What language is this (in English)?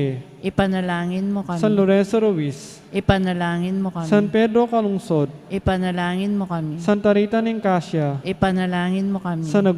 Pampanga